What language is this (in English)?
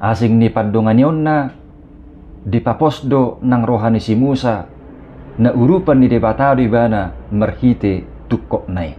Batak Toba